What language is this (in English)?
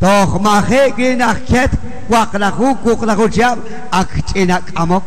Kekchí